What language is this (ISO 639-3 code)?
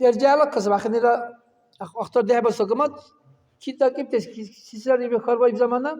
dar